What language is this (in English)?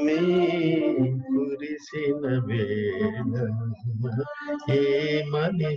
Telugu